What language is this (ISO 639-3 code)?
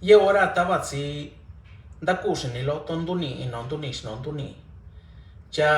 mix